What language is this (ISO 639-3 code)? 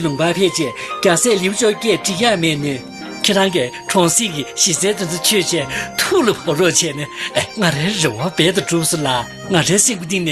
bod